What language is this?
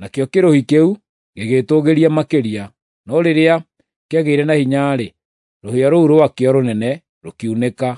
Kikuyu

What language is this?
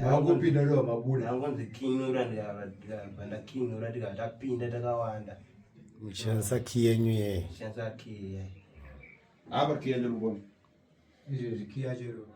Shona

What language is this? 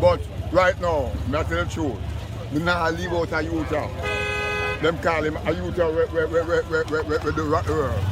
Jamaican Creole English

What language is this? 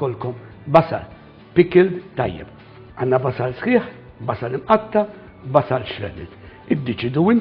Maltese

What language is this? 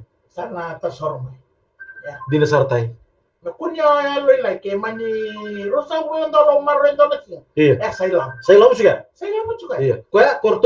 Fijian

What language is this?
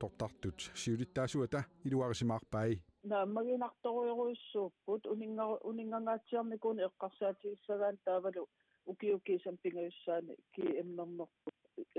Kalaallisut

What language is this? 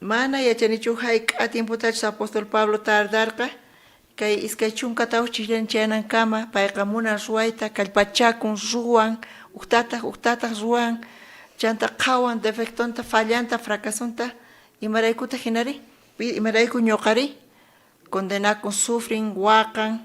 South Bolivian Quechua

